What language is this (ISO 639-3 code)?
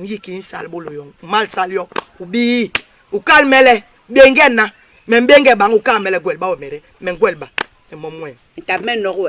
bas